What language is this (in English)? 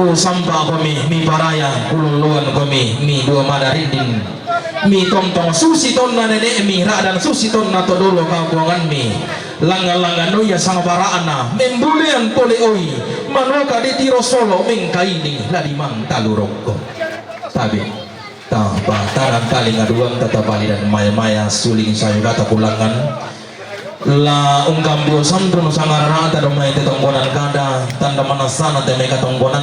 Toraja-Sa'dan